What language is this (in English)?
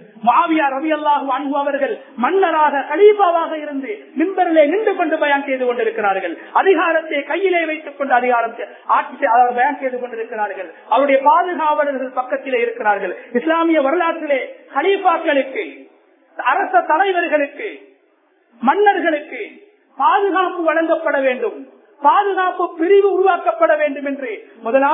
Tamil